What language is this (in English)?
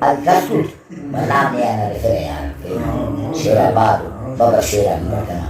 Brahui